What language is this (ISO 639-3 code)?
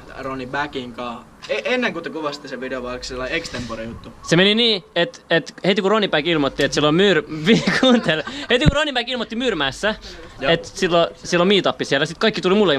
fin